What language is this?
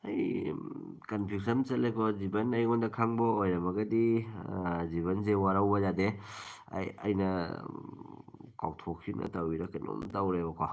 Manipuri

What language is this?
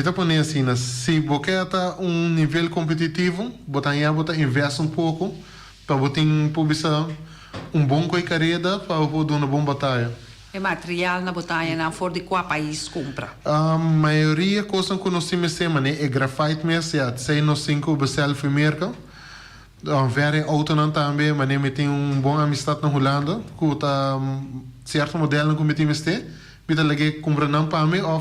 Papiamento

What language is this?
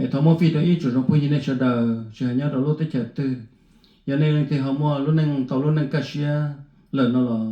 Hmong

